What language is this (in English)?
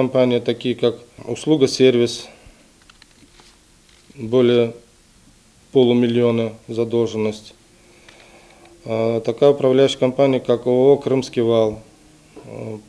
Russian